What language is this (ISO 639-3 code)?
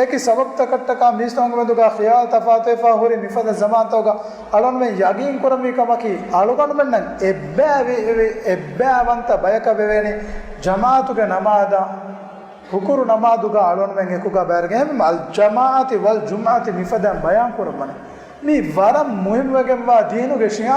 div